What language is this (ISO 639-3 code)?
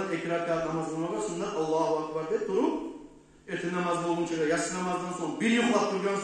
kum